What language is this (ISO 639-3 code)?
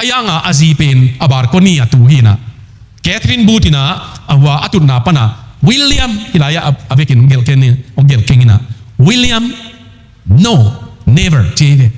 ctd